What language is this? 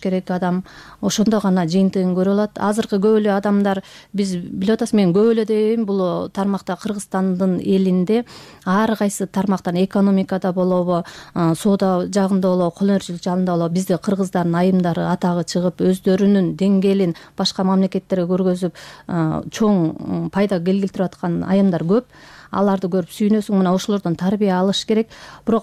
Kyrgyz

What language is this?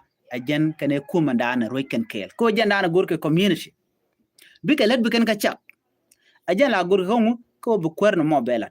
Nuer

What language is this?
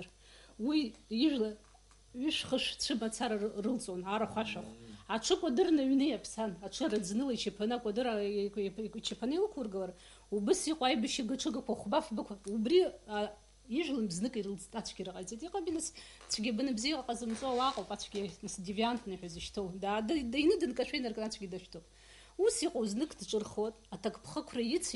Abkhazian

